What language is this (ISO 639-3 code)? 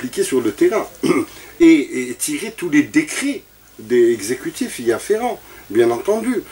fra